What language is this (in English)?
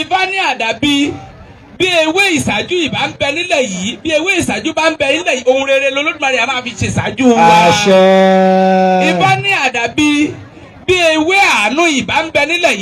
Yoruba